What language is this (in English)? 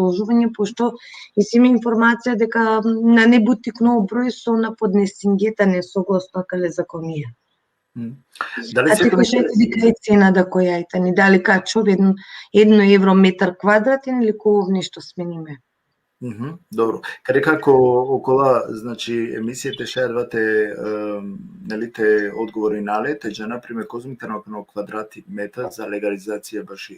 Balkan Romani